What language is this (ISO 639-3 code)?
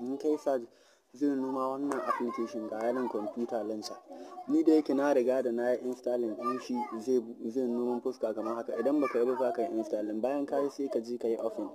hau